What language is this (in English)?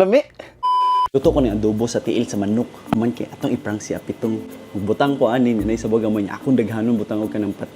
Cebuano